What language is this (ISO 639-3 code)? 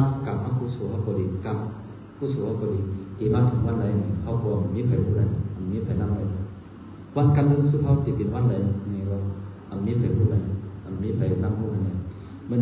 shn